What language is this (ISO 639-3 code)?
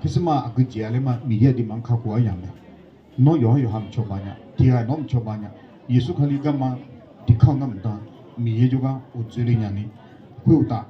ahk